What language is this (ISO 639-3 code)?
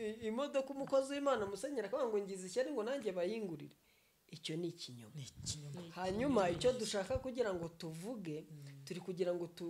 kin